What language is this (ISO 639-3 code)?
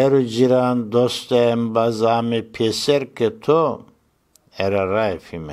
zza